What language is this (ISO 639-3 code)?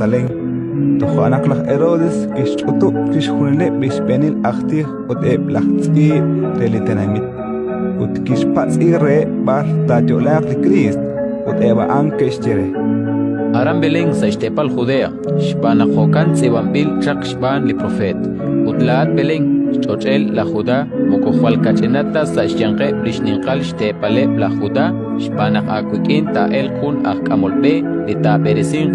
kek